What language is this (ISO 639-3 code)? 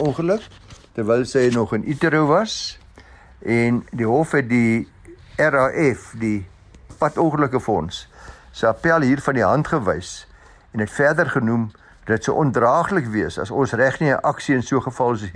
afr